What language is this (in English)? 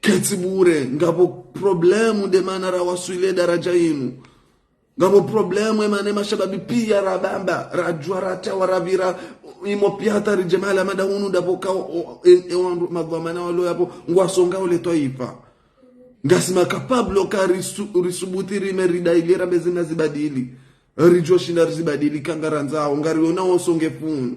Ngazidja Comorian